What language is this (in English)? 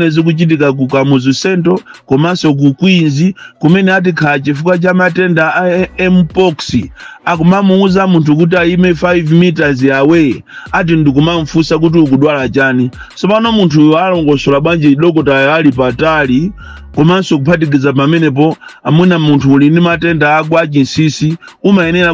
Nyanja